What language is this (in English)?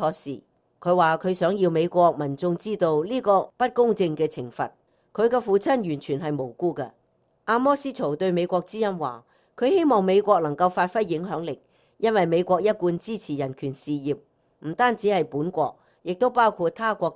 Cantonese